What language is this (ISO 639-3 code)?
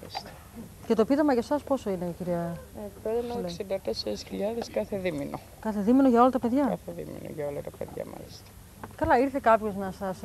ell